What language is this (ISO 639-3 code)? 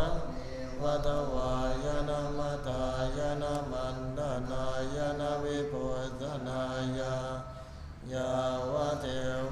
pli